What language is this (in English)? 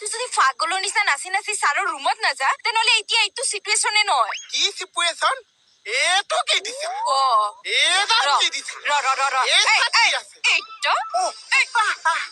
Assamese